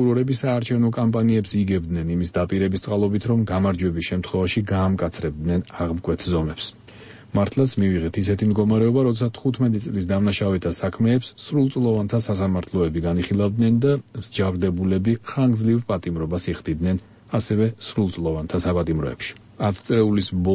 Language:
Georgian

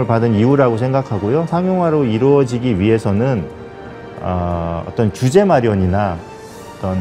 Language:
Korean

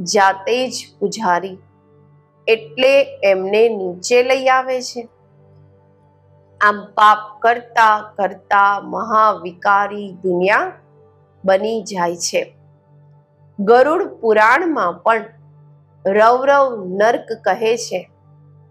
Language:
Gujarati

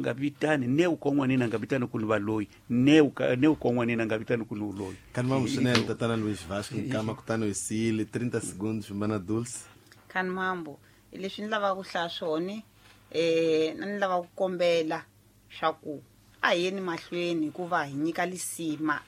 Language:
Tsonga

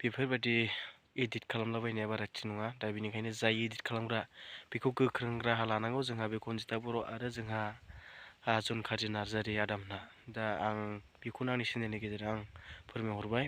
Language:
Bodo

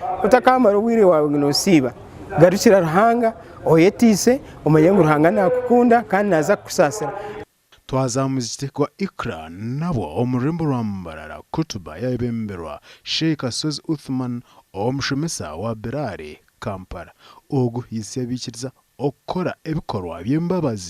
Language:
Nyankole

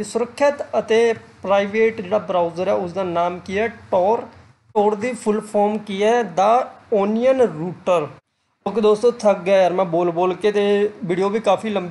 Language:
Punjabi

